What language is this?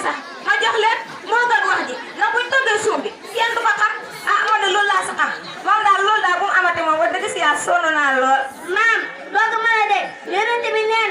Wolof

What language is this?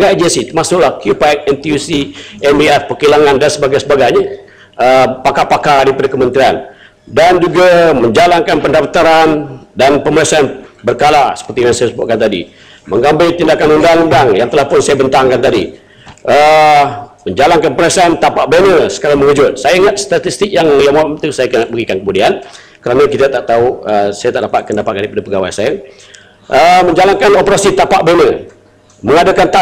Malay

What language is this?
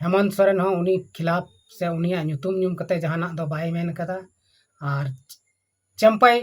Santali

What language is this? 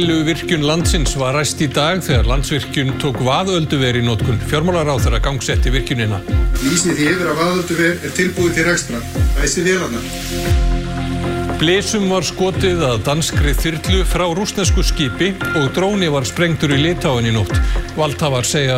Icelandic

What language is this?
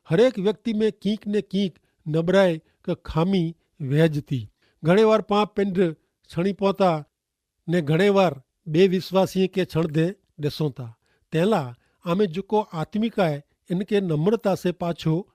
Kachhi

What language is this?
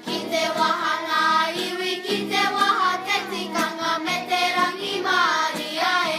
Māori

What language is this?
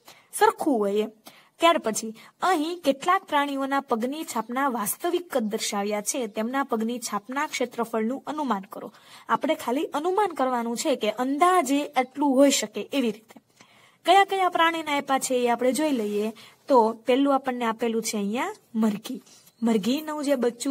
Gujarati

